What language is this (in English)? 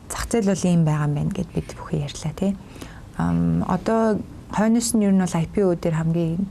Mongolian